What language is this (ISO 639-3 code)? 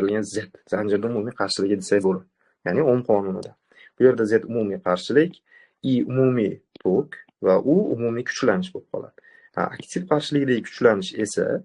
uzb